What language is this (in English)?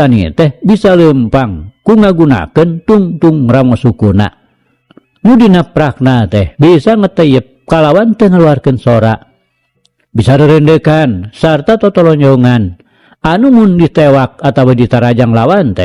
Sundanese